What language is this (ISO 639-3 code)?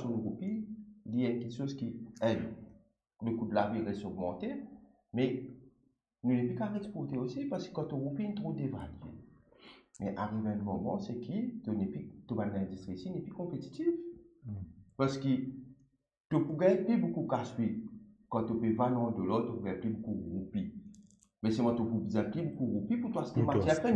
mfe